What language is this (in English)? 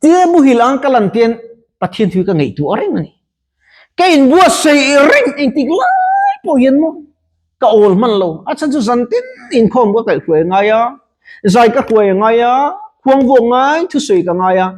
Mizo